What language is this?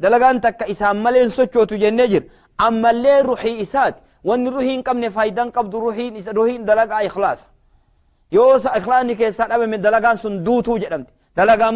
Oromo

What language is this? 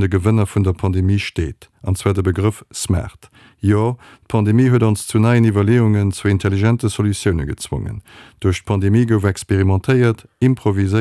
Luxembourgish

